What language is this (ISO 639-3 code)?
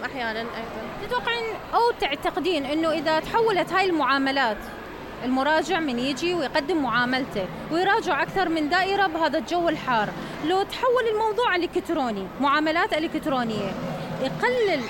acm